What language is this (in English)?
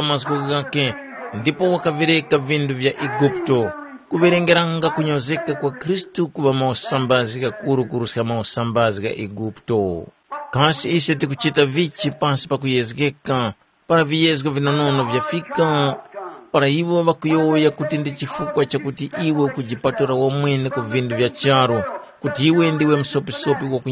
Tumbuka